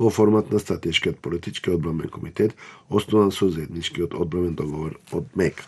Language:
Macedonian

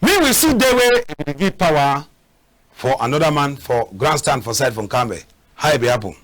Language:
Cameroon Pidgin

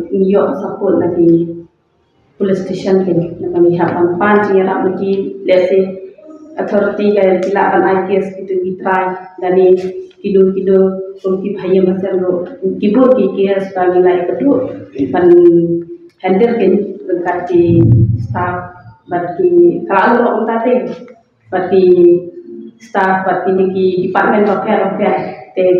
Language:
Malay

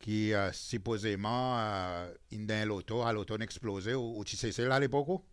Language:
Seselwa Creole French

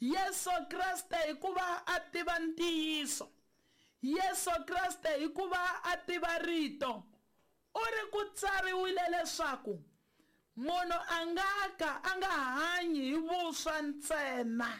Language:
Tsonga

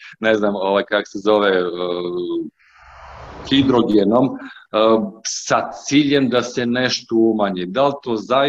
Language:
Serbian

